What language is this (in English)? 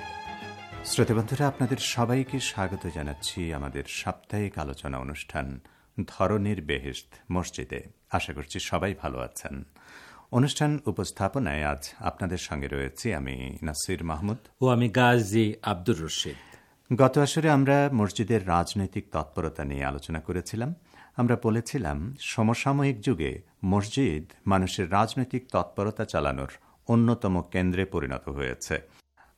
Bangla